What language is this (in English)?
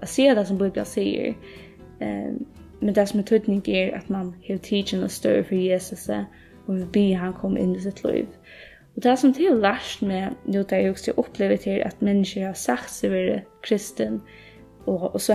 Faroese